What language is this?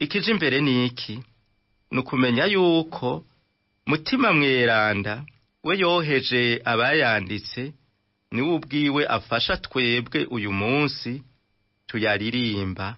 Rundi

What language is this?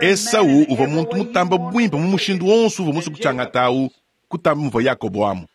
Luba-Lulua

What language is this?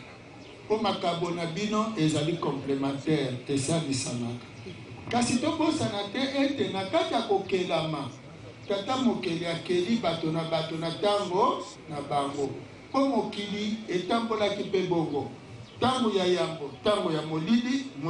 Lingala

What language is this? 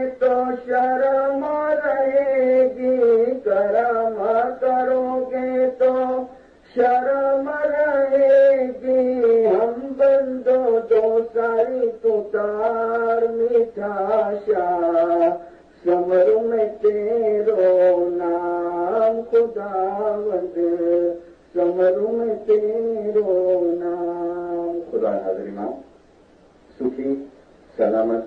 Gujarati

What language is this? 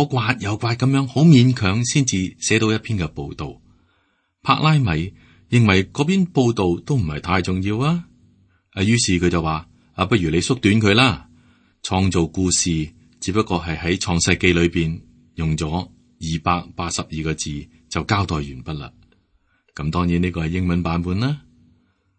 Cantonese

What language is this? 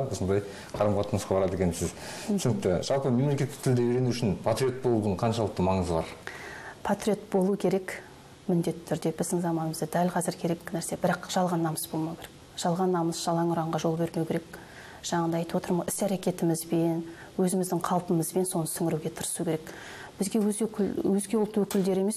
Kazakh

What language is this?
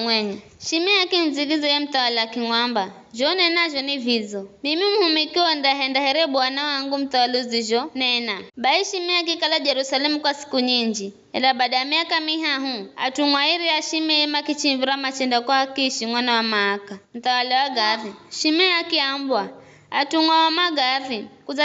Giryama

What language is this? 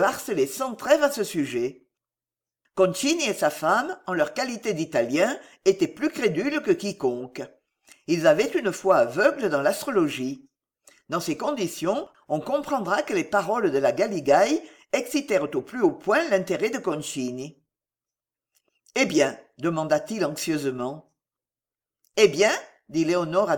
French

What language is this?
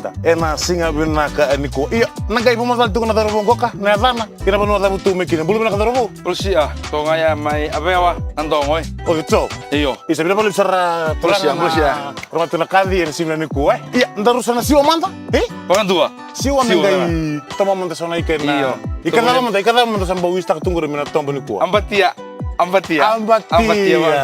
Fijian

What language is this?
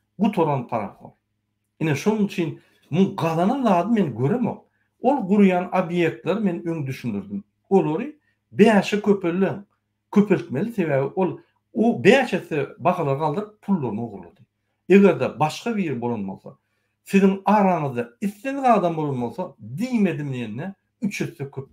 Turkmen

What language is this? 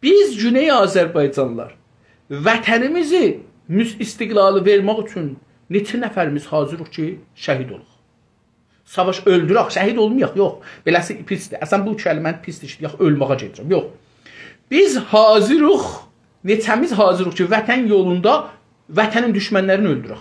South Azerbaijani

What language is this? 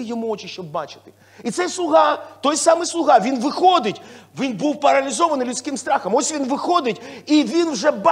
Ukrainian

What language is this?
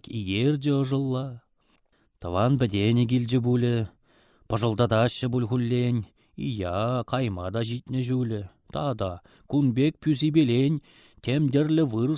Chuvash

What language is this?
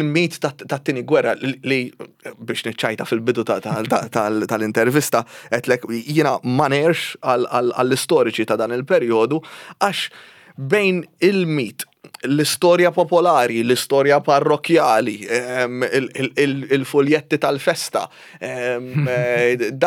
Maltese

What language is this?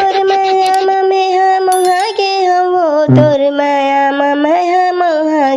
Chhattisgarhi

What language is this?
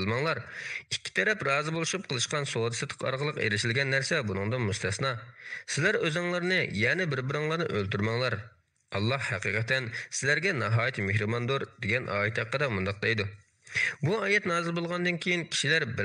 Uyghur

